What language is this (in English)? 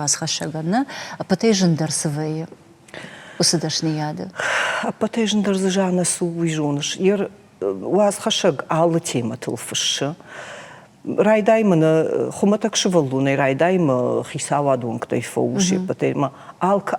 Ossetic